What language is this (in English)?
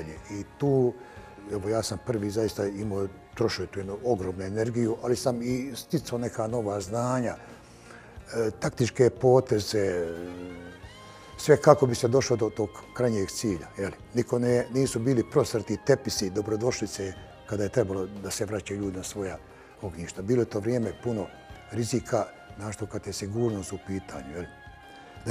Bosnian